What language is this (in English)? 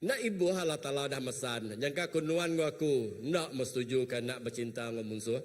Iban